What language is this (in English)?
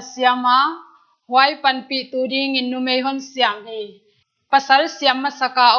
Paite Chin